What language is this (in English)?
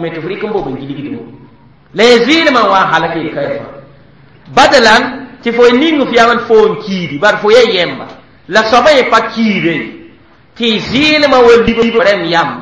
Mossi